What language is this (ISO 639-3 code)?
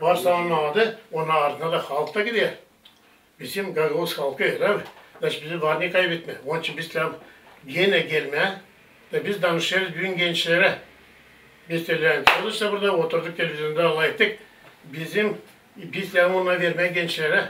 gag